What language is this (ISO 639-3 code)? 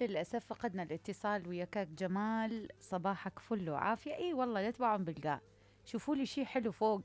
acm